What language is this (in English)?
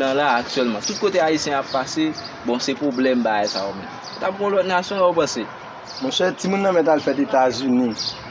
Haitian Creole